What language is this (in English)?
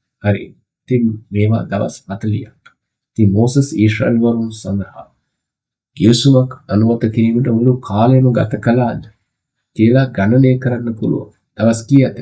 Sinhala